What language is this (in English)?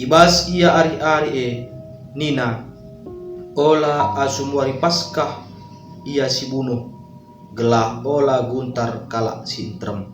Batak Karo